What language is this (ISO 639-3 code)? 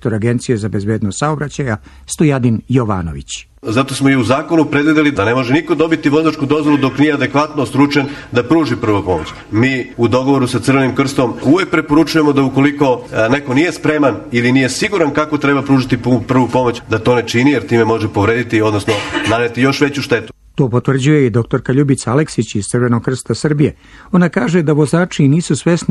srp